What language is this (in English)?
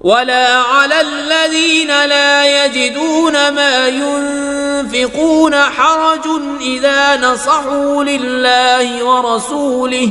Kashmiri